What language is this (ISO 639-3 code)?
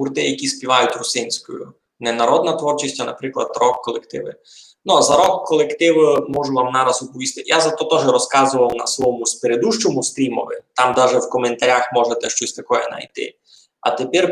rue